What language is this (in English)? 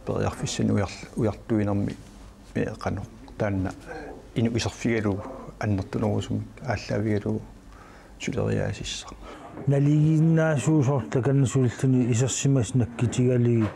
Kalaallisut